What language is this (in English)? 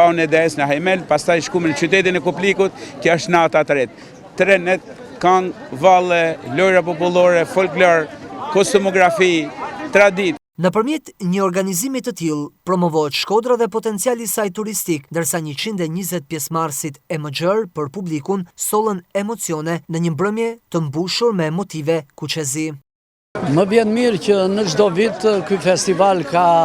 Albanian